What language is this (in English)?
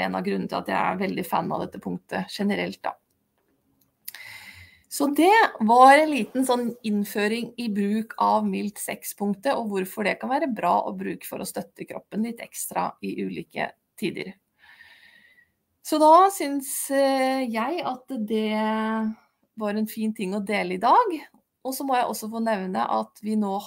Norwegian